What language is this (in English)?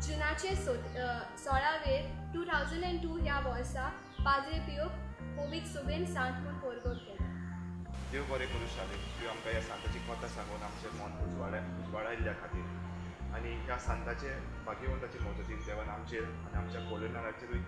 Konkani